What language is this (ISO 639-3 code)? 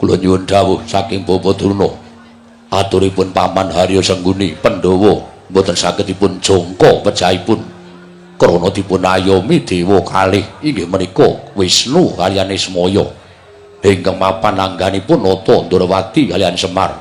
jav